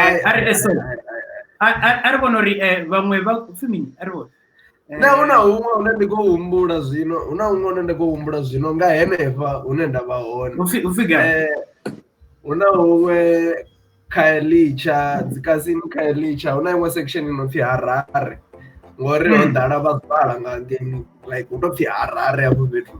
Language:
Venda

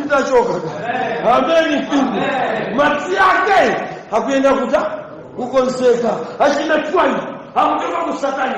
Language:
Nyanja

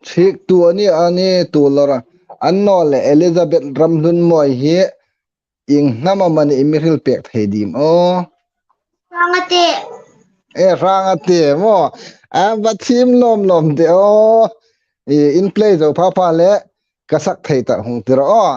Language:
Hmar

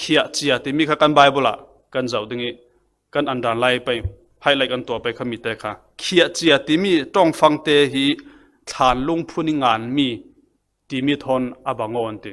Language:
Falam Chin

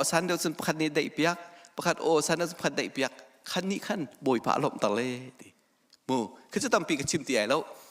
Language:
Hakha Chin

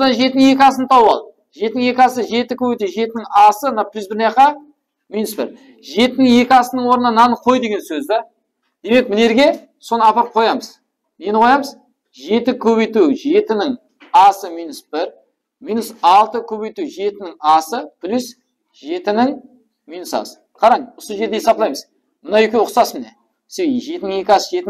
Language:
Kara-Kalpak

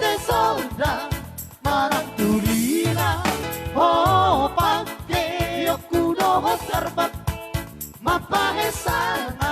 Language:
Batak Toba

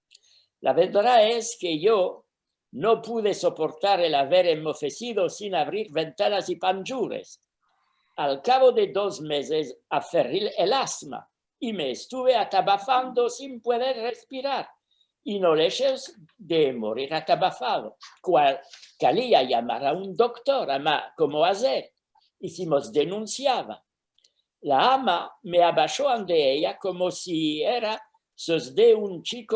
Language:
Ladino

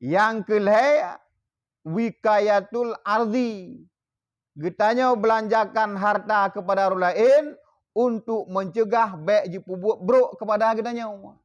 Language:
Achinese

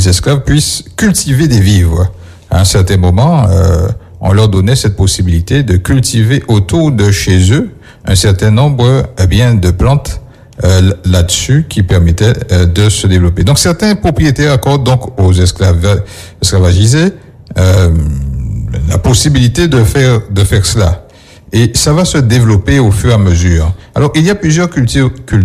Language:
French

